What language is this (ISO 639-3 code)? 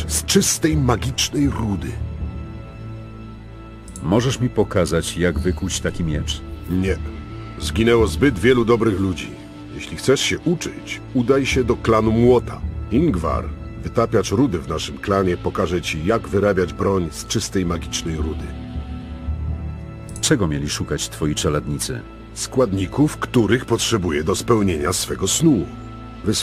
pol